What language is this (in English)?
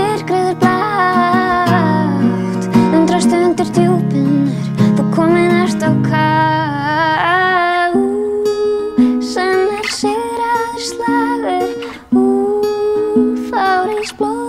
Icelandic